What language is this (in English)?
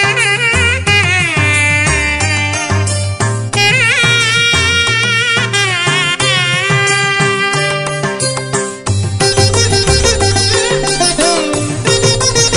Malayalam